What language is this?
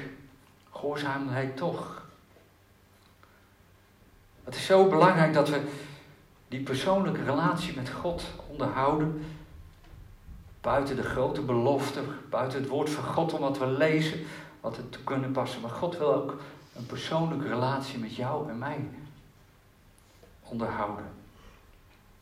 Dutch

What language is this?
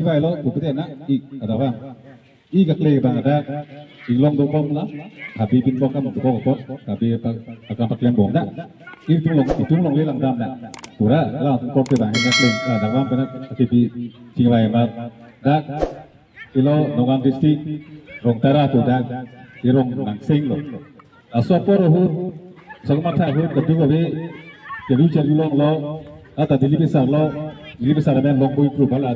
Karbi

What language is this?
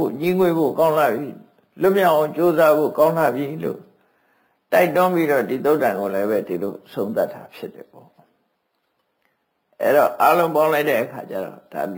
Burmese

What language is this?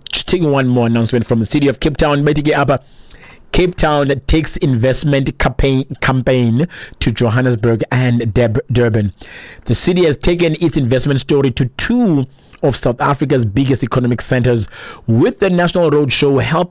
Xhosa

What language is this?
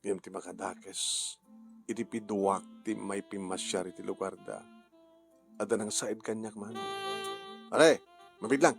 Iloko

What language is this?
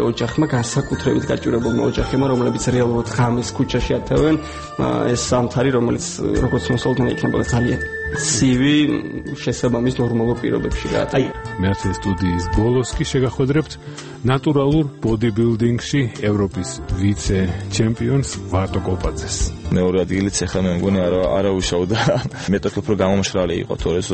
Georgian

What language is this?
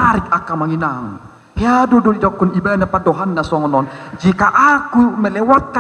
Batak Toba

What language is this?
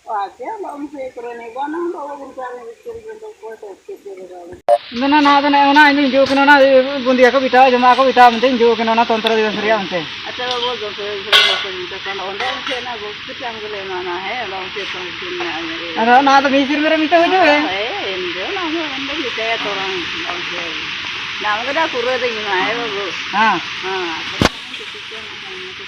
Ho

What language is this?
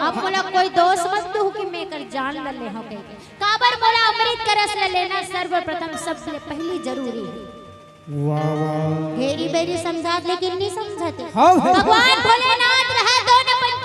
Chhattisgarhi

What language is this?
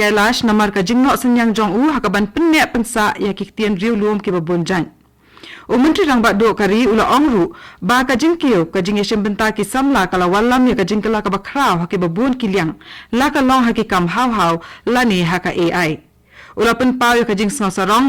Khasi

